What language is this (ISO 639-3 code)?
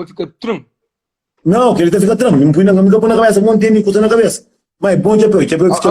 kea